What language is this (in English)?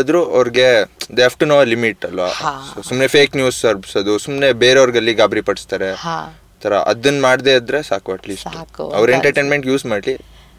Kannada